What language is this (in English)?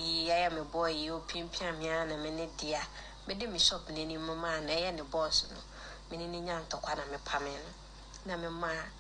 Akan